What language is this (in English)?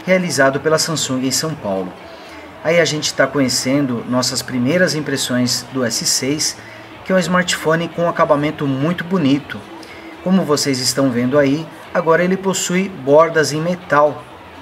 Portuguese